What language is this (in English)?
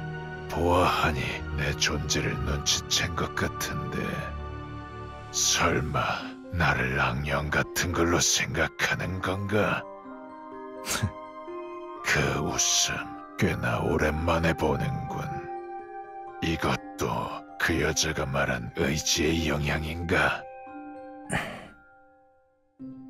Korean